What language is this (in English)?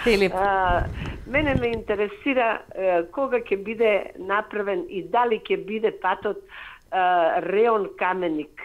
Macedonian